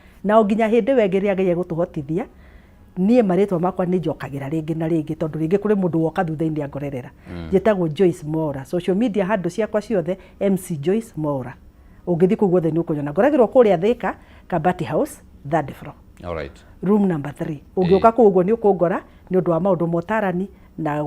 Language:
Kikuyu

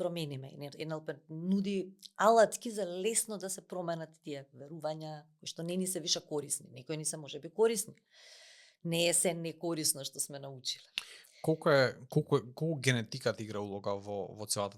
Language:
Macedonian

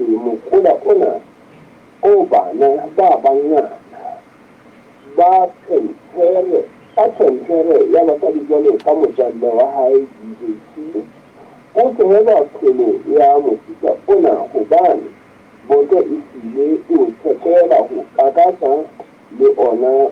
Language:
Southern Sotho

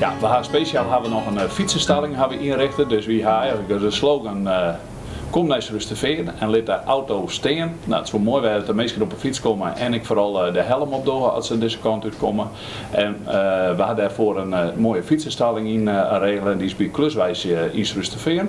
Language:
Western Frisian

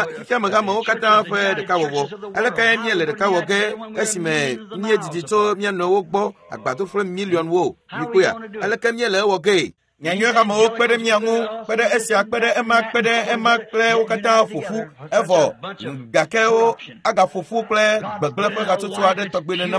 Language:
Ewe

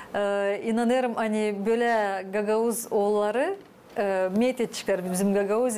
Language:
Gagauz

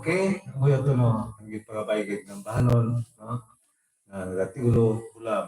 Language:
Hiligaynon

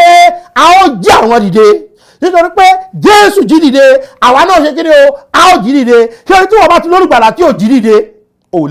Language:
Yoruba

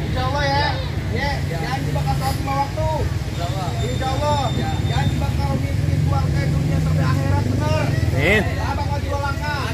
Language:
Betawi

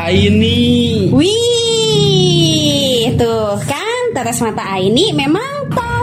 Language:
Indonesian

